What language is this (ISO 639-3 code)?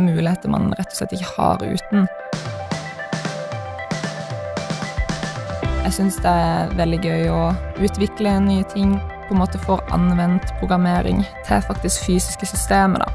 nor